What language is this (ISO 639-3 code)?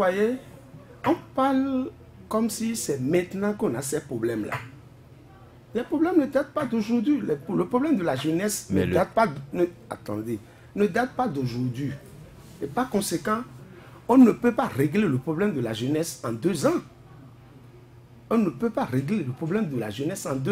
fra